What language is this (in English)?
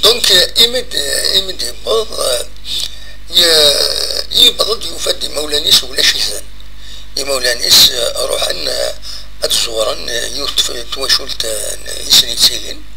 Kabyle